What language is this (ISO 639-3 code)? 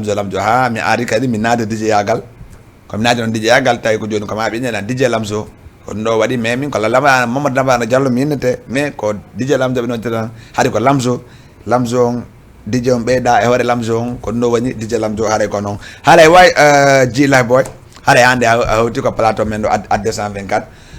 ful